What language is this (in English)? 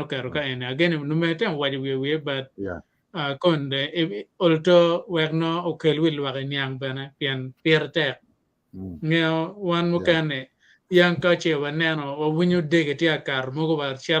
Acoli